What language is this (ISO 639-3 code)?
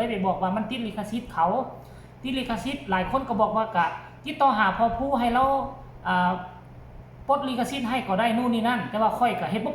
tts